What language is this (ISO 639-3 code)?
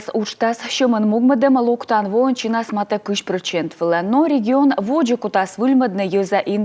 kom